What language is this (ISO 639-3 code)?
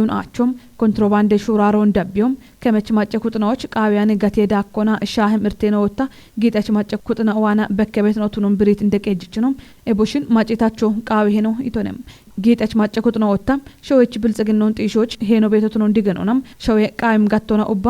kbr